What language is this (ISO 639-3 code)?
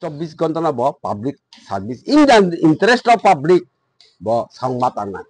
trp